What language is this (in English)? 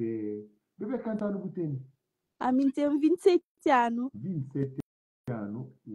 Kabuverdianu